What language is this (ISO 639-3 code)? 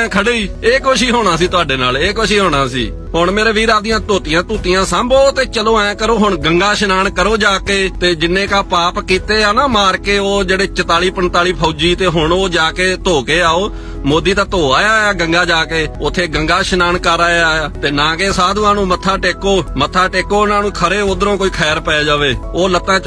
lah